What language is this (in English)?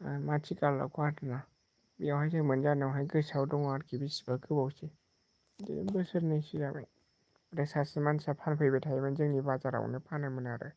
Bodo